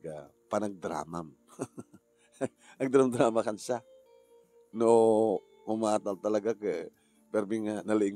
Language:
Iloko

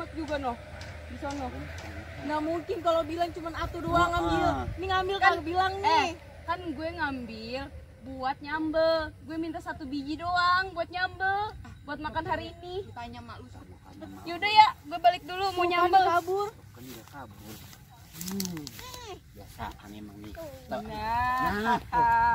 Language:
Betawi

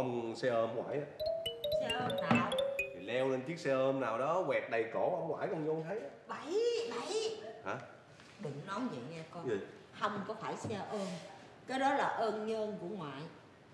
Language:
Vietnamese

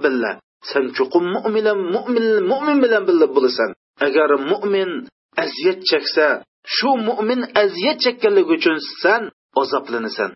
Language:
Uyghur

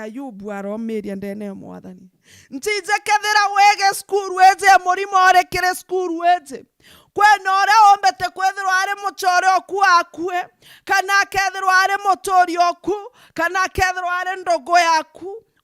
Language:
Meru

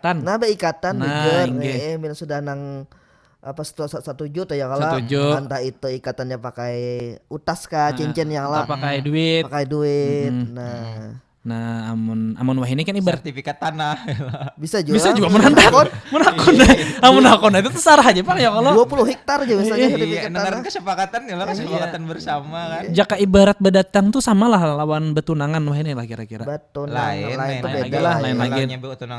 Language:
Banjar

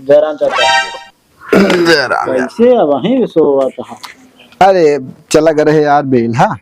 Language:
Awadhi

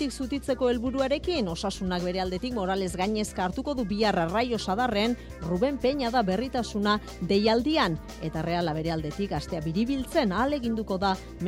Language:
Basque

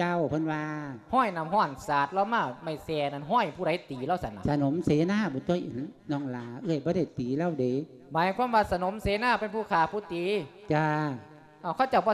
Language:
Lao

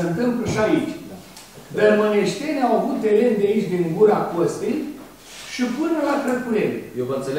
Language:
Romanian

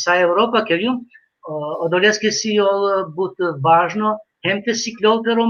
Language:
Balkan Romani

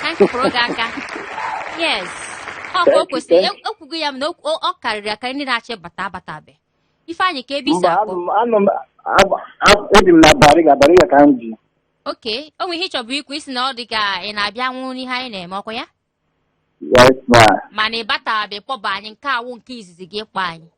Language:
Igbo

